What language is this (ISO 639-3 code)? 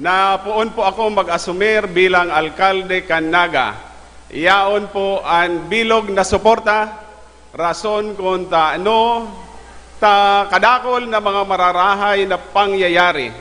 bik